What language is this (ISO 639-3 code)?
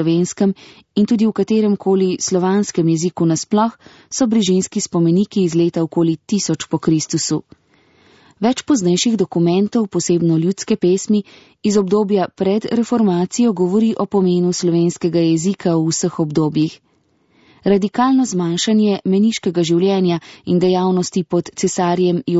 slv